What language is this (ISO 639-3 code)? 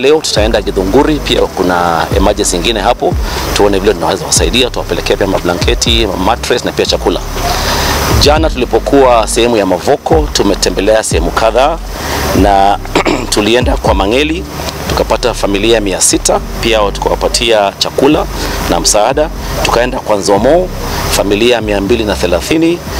swa